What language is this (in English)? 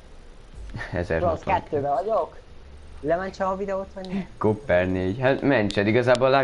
Hungarian